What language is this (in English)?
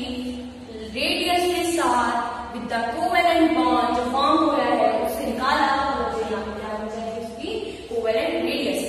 Hindi